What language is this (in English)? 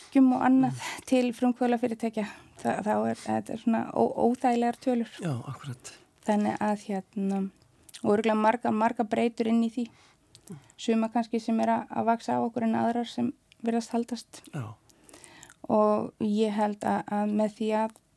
Icelandic